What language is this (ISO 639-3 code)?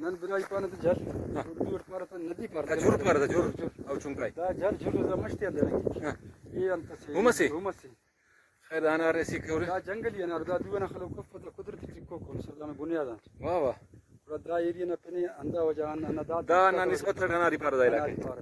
brh